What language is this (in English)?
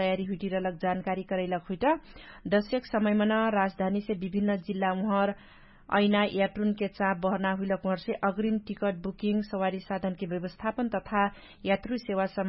Dangaura Tharu